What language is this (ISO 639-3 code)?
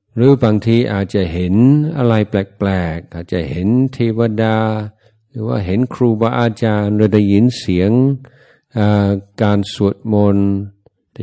tha